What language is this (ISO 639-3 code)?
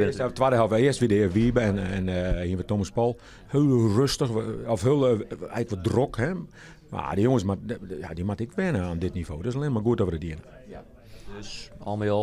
fry